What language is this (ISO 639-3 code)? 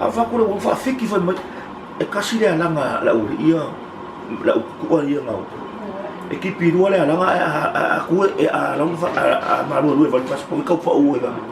smo